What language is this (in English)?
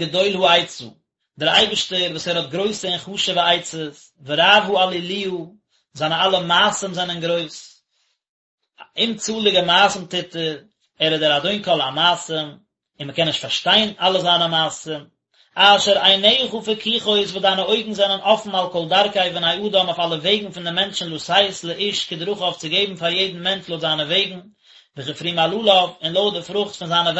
Yiddish